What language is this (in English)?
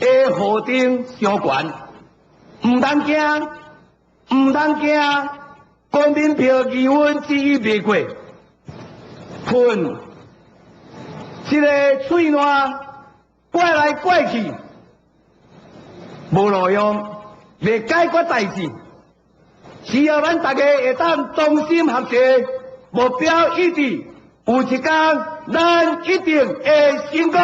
Min Nan Chinese